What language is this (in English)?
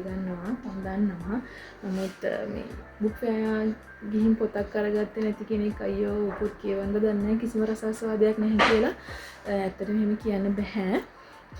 Sinhala